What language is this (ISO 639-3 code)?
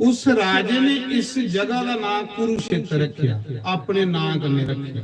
doi